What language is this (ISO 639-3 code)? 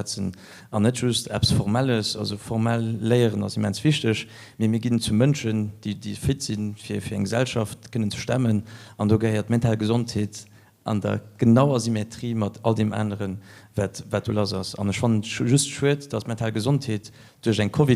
ltz